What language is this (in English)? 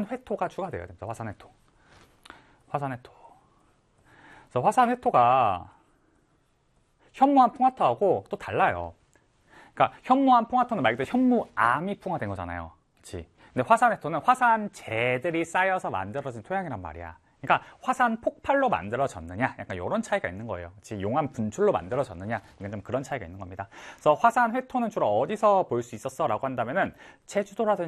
Korean